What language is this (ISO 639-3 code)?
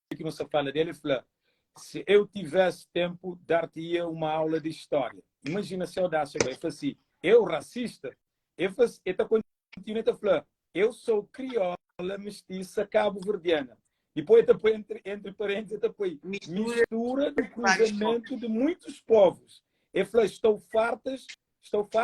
kea